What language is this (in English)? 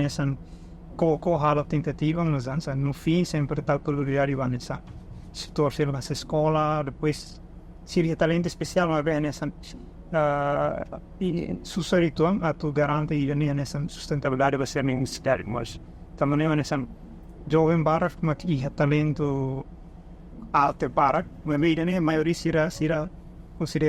Tetum